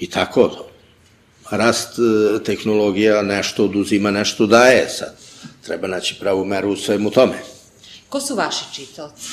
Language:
Serbian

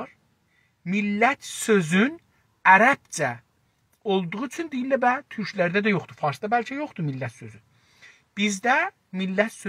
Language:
South Azerbaijani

